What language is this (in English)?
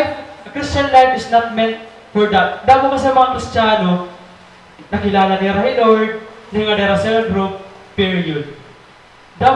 Waray